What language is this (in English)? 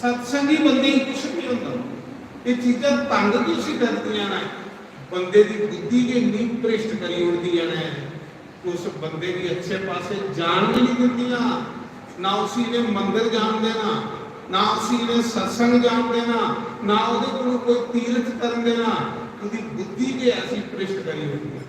Dogri